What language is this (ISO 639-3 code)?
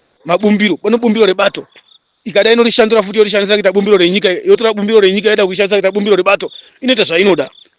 sna